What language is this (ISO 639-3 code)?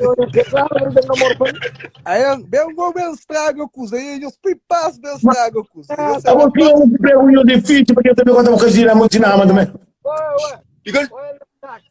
kea